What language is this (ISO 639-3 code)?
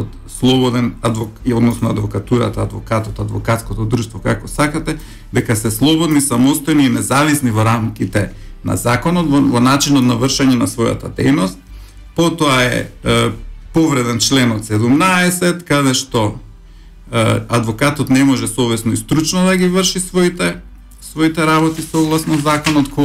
mkd